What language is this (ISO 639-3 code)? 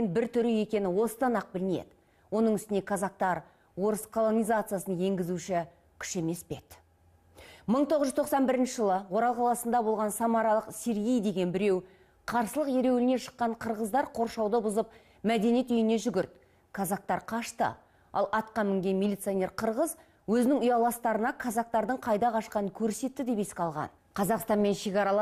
kaz